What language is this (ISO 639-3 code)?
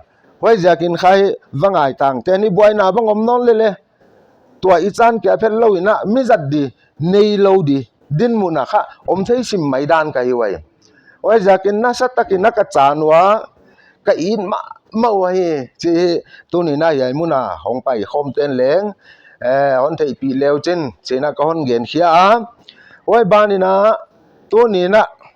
pck